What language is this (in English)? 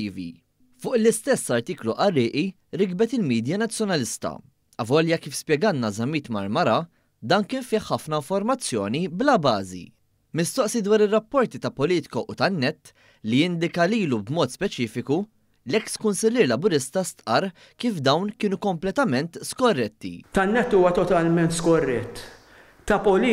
Maltese